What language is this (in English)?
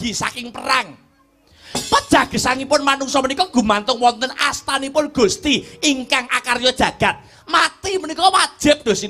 Javanese